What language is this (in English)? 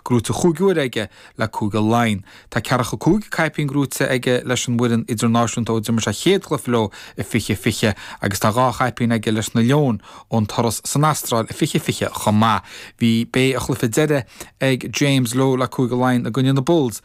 Irish